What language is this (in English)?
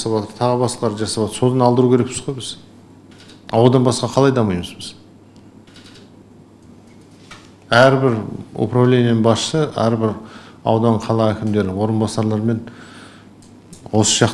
Kazakh